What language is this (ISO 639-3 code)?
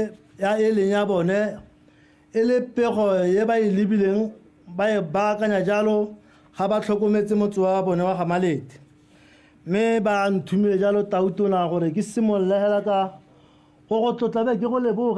tsn